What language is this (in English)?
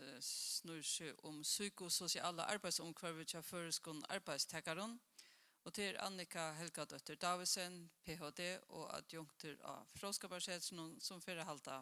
Faroese